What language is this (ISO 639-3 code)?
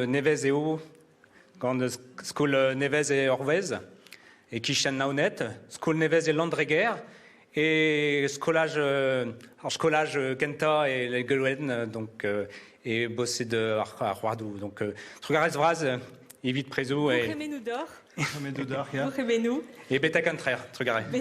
bre